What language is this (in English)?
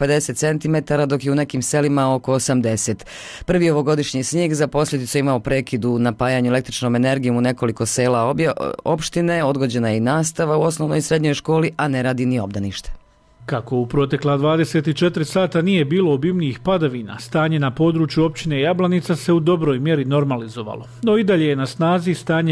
Bosnian